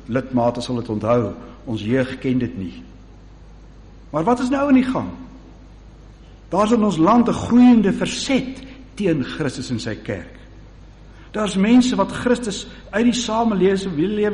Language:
Afrikaans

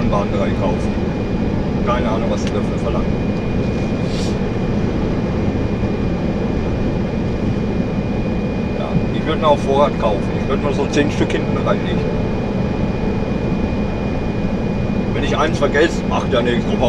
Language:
German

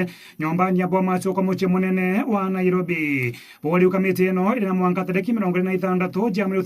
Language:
Meru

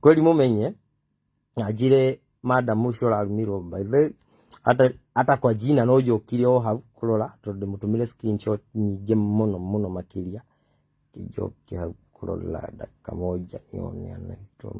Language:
Kikuyu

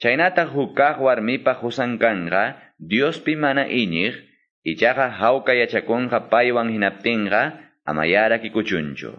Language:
Quechua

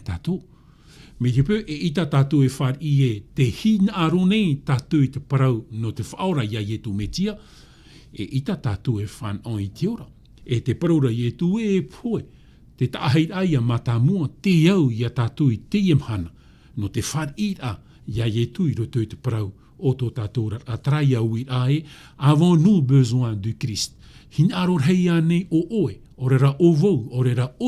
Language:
Tahitian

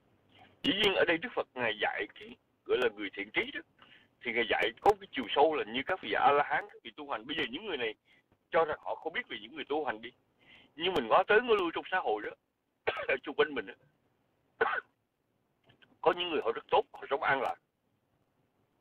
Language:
Vietnamese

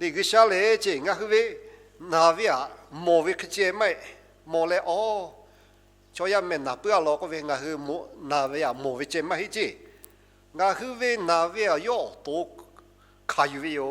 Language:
Lahu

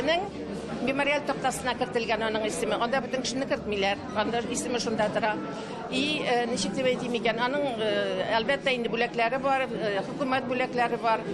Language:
Tatar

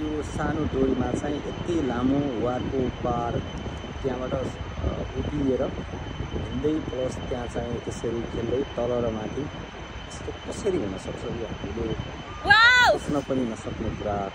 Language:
Nepali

